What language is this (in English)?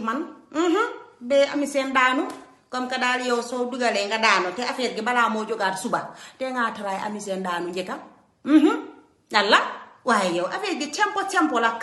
Wolof